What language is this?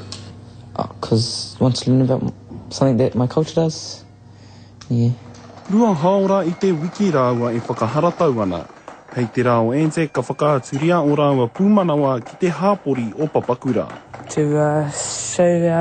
Māori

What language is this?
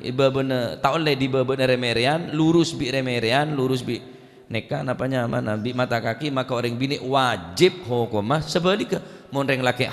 Madurese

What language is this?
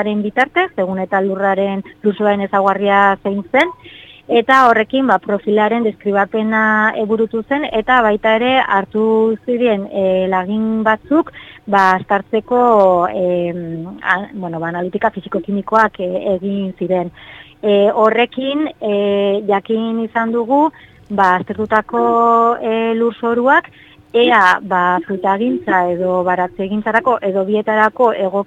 Basque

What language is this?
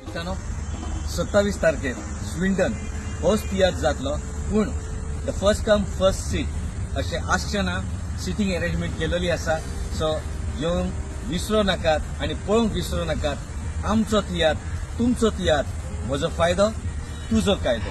Konkani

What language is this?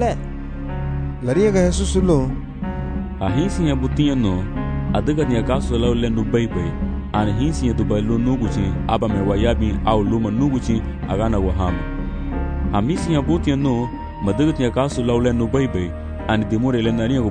Garifuna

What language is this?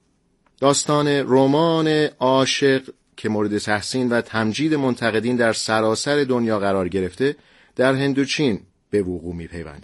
Persian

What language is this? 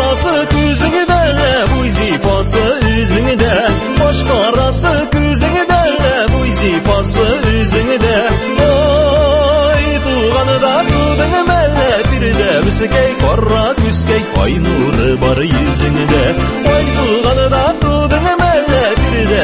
Tatar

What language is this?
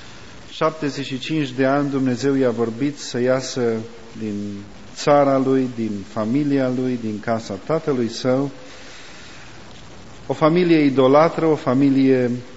Romanian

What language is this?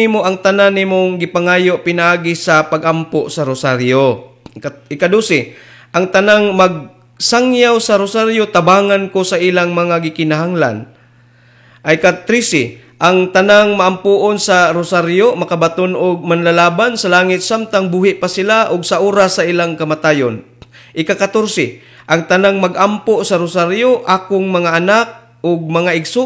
Cebuano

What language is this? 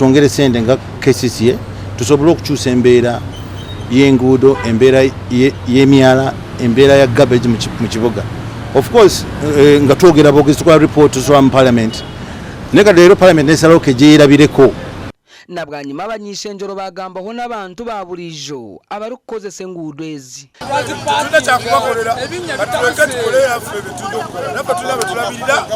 Nyankole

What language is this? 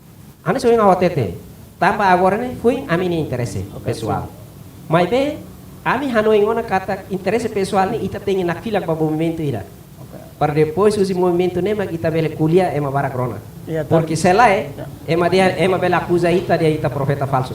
Tetum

